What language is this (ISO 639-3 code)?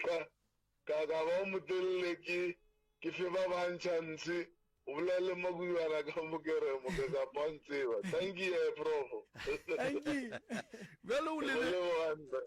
nso